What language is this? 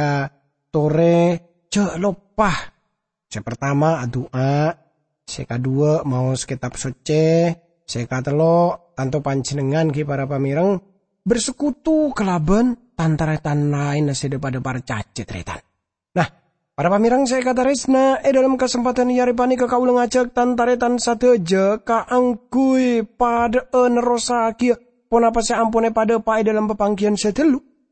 Madurese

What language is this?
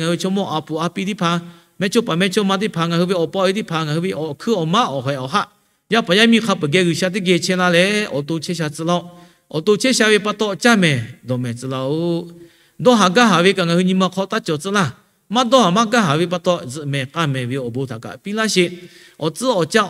Lahu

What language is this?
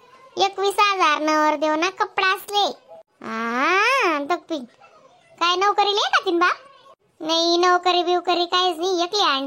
Khandesi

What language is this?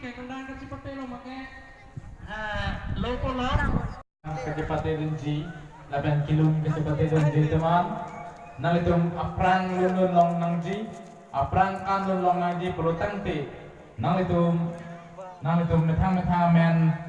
Karbi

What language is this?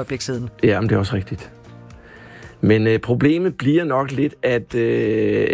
Danish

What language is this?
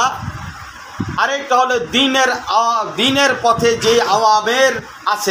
Bangla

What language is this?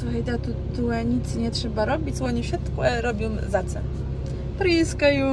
Kashubian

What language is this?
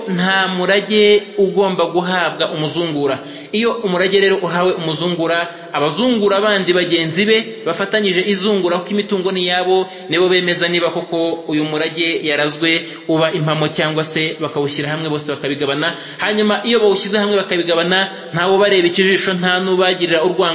Kinyarwanda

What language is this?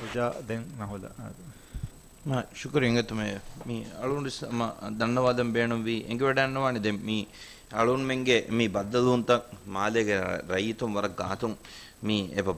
Divehi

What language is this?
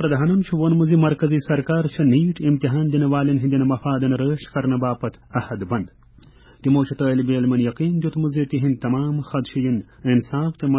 Kashmiri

